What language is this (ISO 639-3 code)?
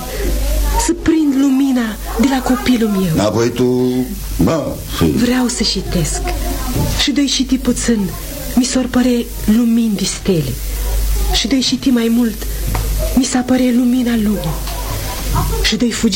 ron